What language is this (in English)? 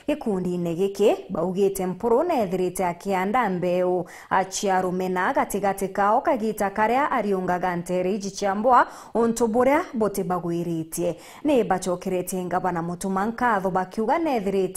Meru